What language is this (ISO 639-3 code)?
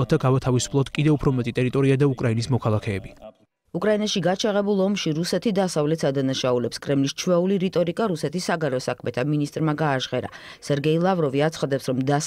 kat